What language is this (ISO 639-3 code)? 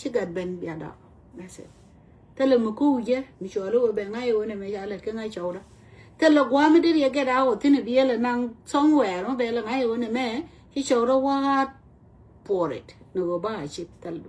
nus